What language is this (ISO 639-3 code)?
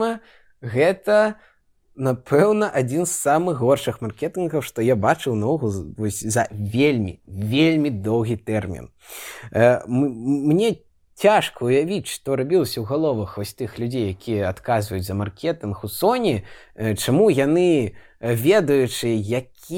bel